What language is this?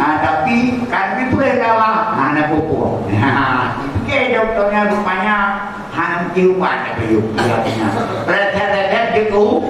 Achinese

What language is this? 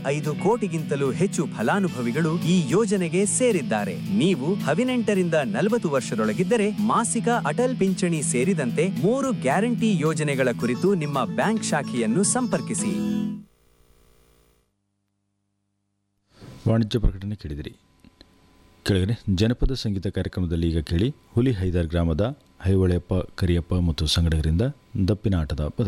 Kannada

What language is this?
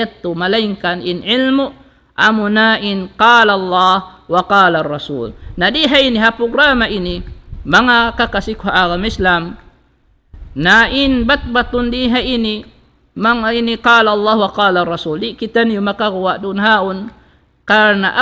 Tausug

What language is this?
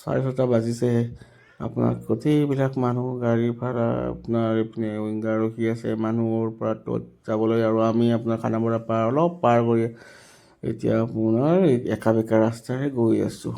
Assamese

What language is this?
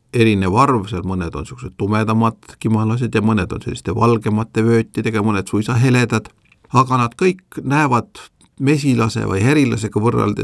Estonian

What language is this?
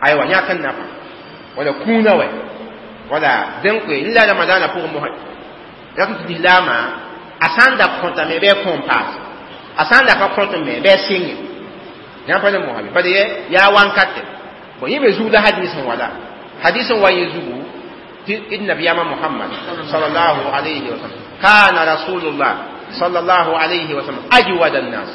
Mossi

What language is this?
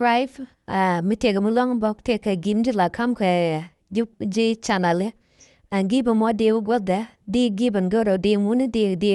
Nuer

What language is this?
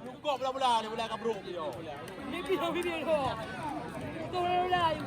Achinese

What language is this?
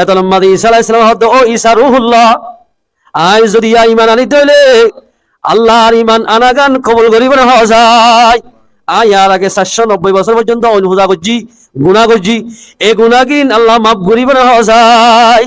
Rohingya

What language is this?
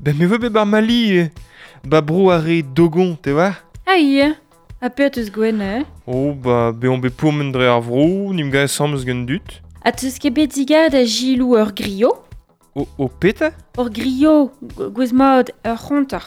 Breton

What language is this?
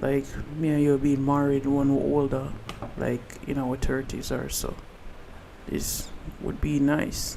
Jamaican Creole English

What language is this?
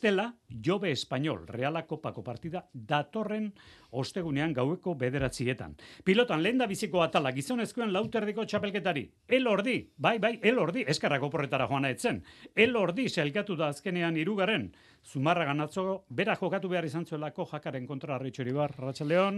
Basque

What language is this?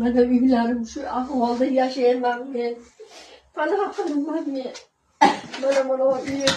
Uzbek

